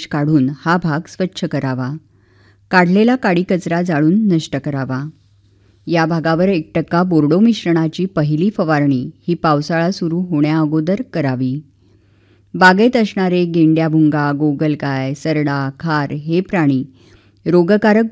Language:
Marathi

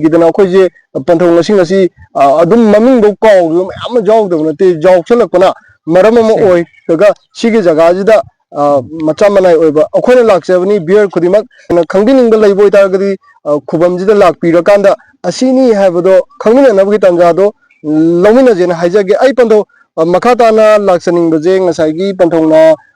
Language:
Manipuri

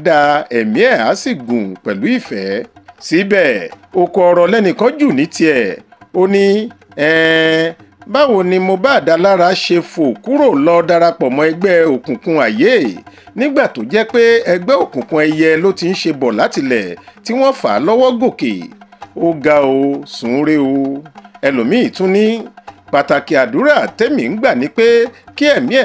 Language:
Yoruba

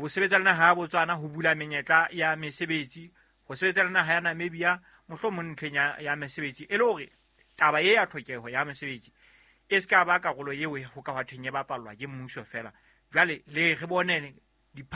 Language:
Southern Sotho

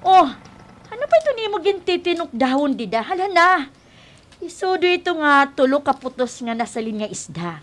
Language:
Waray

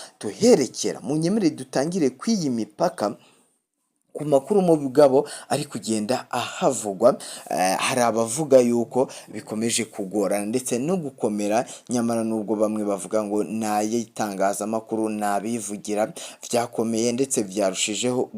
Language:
Rundi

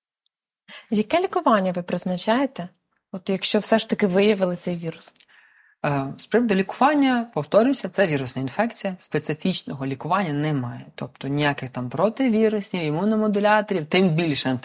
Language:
Ukrainian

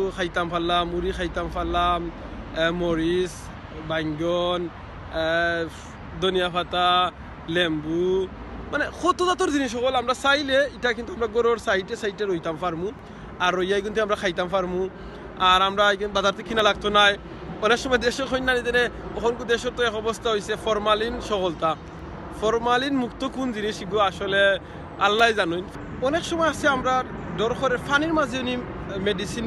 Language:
Sylheti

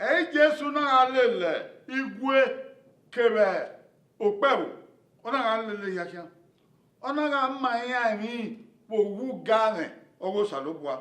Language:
Bini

